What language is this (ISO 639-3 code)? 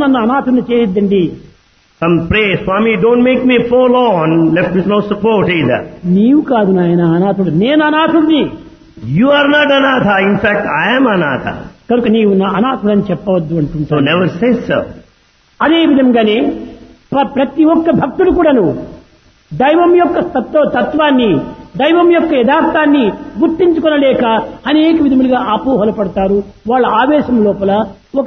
tel